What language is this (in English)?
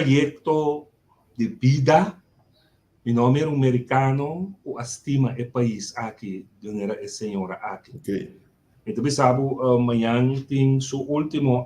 Papiamento